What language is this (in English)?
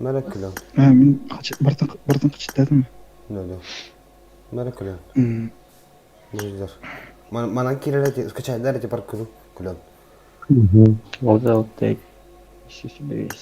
Yakut